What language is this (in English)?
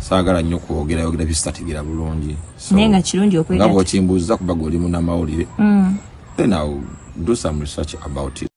Ganda